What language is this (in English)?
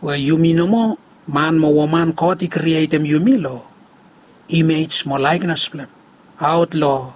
Bislama